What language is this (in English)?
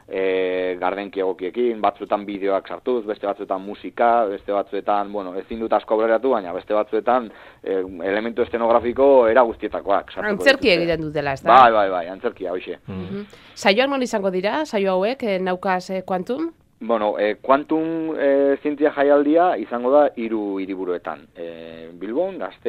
Basque